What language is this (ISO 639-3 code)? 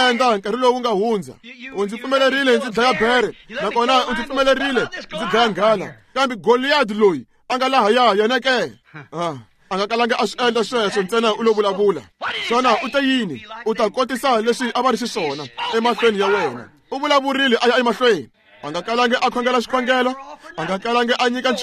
tso